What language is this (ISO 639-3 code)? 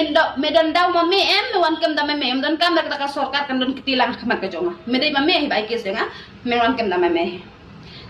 kha